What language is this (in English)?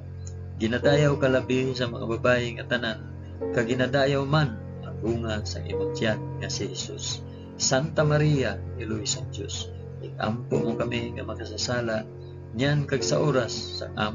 Hiligaynon